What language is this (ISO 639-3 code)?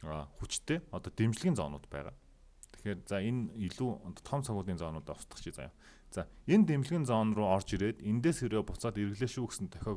mon